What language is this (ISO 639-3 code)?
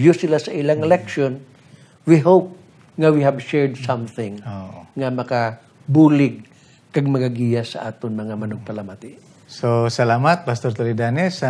hil